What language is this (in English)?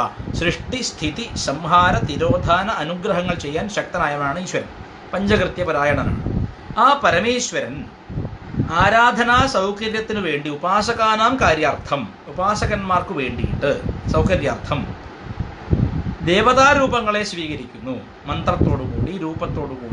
Malayalam